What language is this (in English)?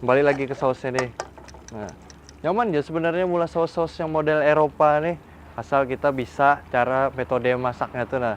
Banjar